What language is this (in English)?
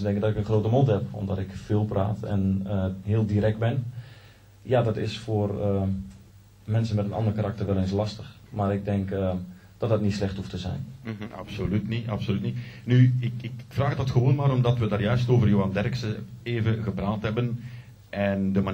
Dutch